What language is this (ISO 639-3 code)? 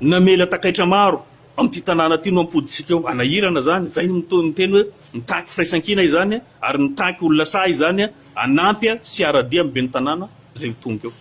mlg